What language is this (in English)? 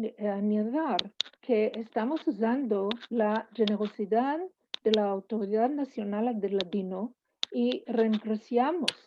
Ladino